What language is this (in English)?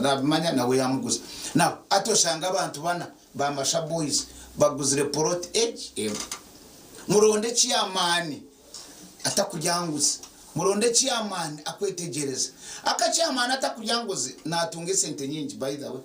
Nyankole